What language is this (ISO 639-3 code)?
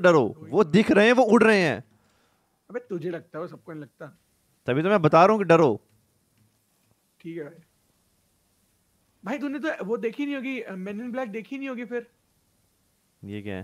hin